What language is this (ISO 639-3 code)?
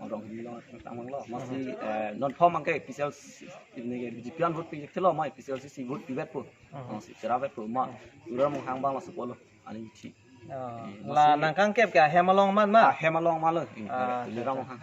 mjw